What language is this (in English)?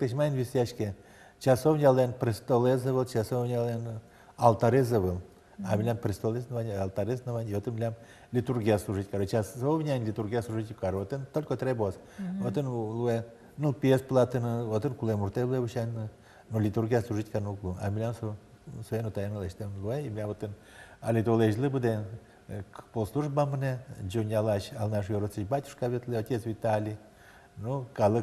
Udmurt